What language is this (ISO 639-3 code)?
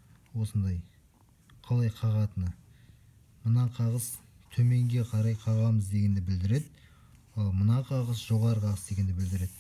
kaz